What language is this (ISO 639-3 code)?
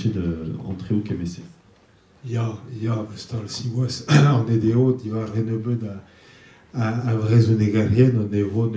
bre